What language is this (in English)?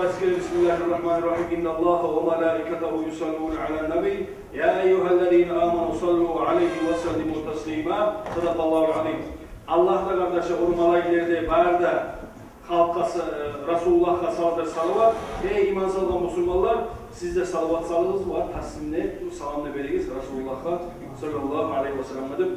Kumyk